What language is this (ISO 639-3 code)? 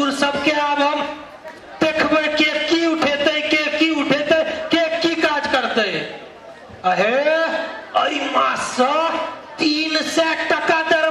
mai